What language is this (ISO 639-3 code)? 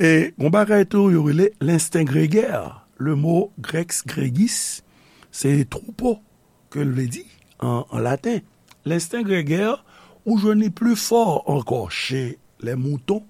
hat